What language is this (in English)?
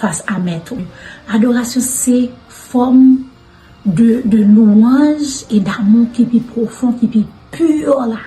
Haitian Creole